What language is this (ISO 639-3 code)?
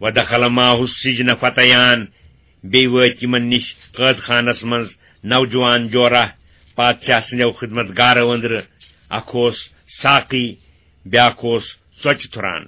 kas